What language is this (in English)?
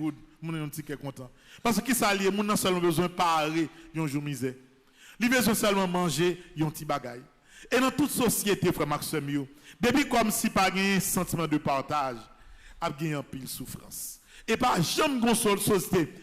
Haitian Creole